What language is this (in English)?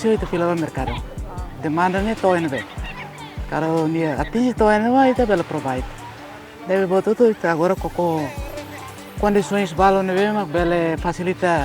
Tetum